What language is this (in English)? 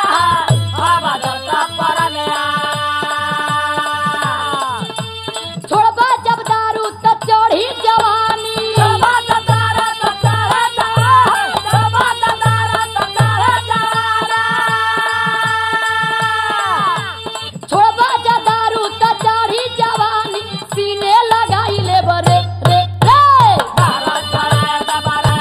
Bhojpuri